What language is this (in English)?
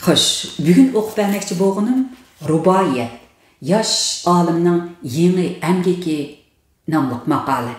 Uyghur